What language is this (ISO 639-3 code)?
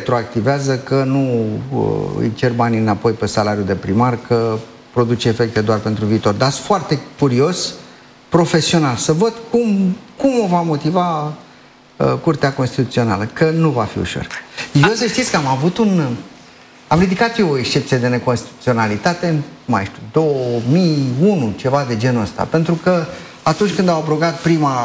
ron